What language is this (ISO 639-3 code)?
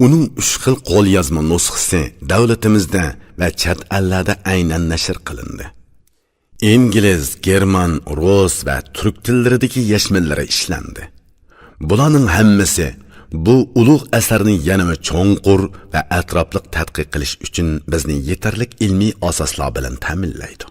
uig